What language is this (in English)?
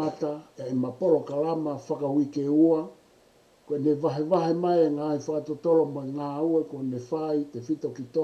Tongan